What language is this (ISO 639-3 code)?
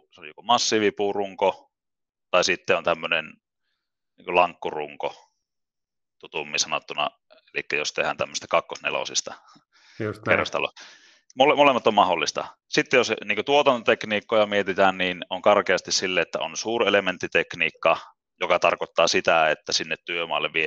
fin